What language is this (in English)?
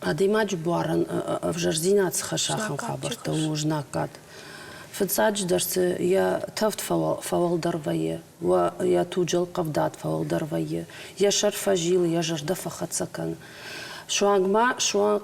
Ossetic